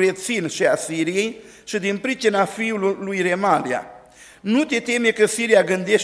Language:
Romanian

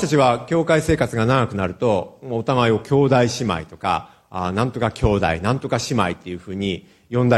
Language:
Japanese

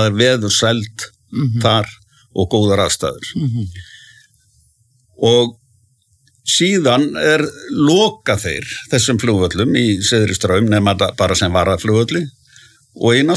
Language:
Icelandic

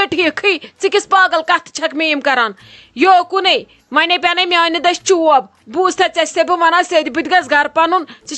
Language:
Kashmiri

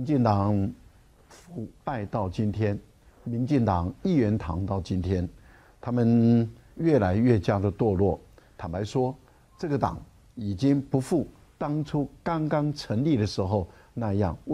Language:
Chinese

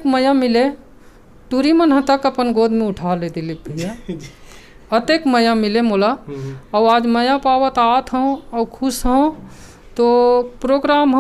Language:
Chhattisgarhi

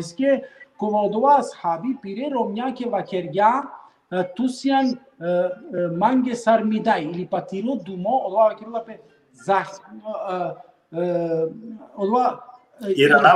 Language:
Balkan Romani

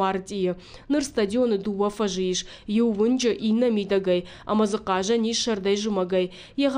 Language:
Ossetic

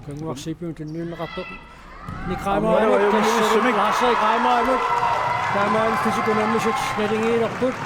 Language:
Kalaallisut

